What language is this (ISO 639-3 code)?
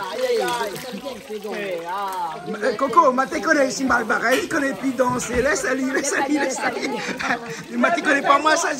rcf